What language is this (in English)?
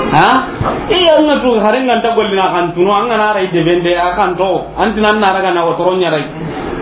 Soninke